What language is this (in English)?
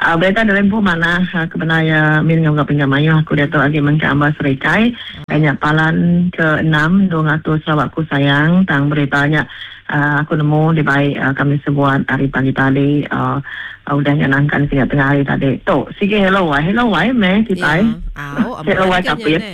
Iban